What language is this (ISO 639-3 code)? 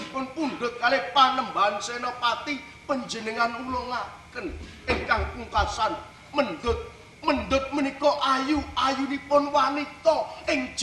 jav